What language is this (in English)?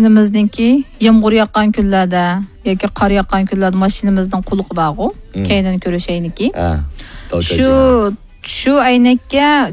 Uyghur